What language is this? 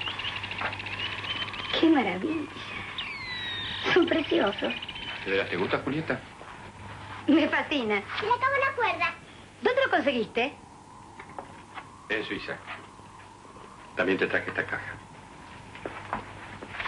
Spanish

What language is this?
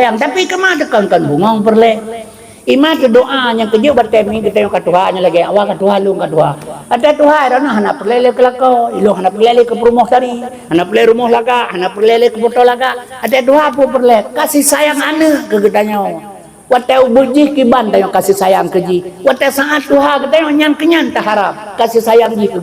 Achinese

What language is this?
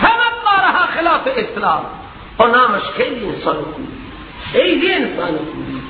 Persian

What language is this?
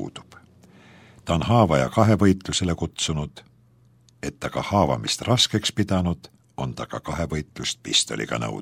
Estonian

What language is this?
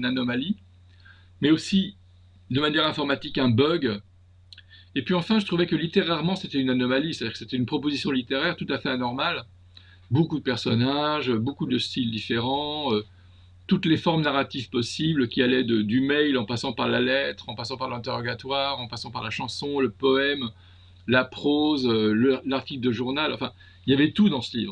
French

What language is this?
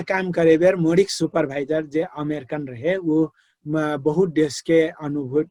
Dangaura Tharu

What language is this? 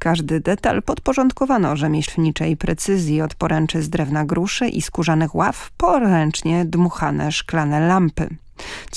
Polish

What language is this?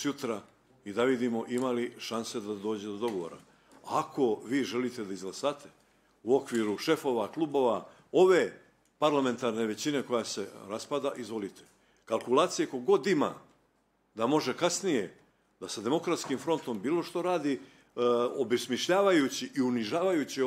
Bosnian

